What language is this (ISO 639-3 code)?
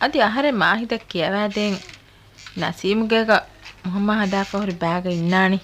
div